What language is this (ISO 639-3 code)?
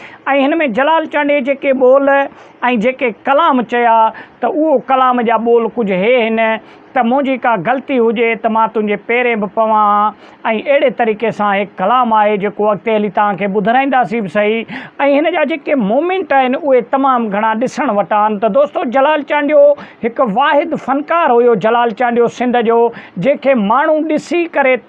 snd